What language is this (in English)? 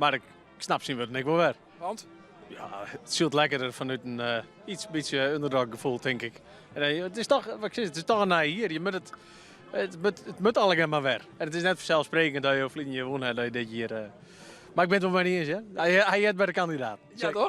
Western Frisian